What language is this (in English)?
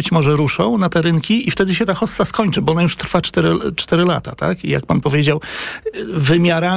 Polish